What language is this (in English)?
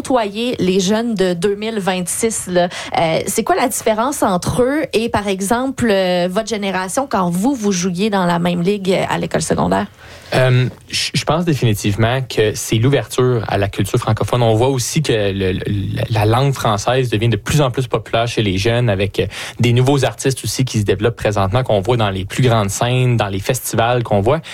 French